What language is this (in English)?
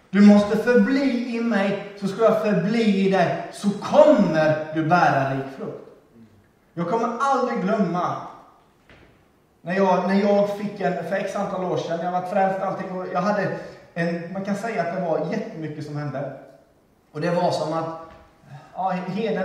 Swedish